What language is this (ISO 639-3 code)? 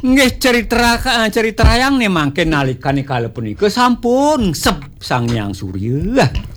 ban